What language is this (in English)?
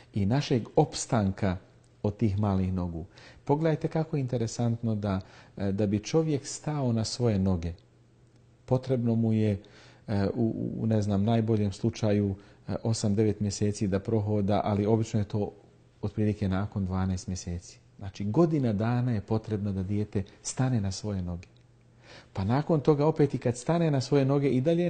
Bosnian